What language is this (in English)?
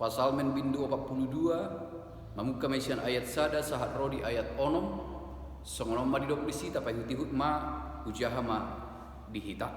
Batak Toba